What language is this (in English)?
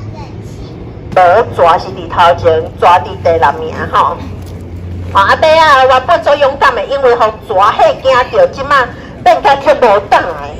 Min Nan Chinese